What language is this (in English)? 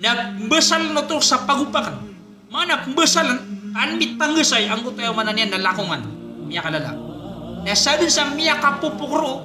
Maranao